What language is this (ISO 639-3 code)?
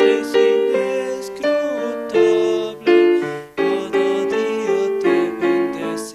aym